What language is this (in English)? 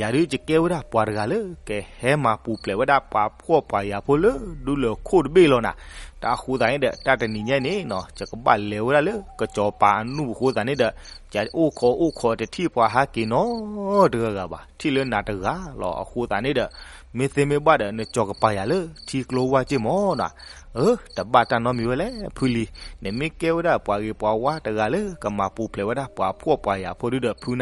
S'gaw Karen